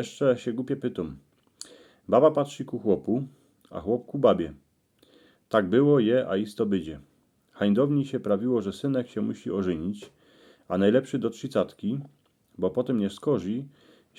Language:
Silesian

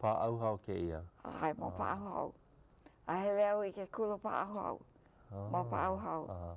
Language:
Hawaiian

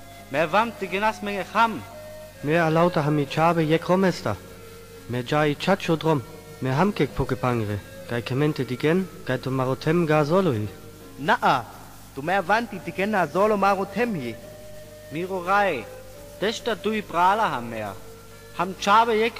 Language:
Sinte Romani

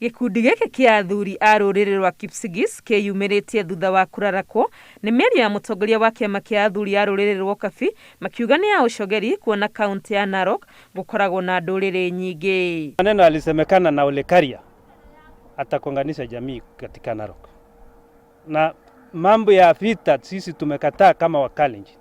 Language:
Kikuyu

